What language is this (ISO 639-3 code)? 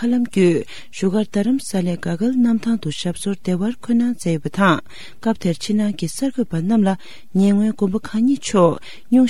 bod